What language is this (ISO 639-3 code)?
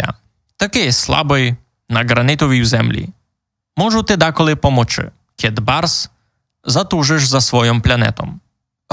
rue